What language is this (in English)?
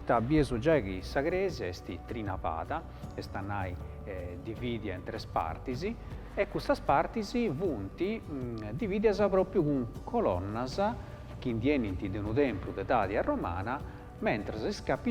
Sardinian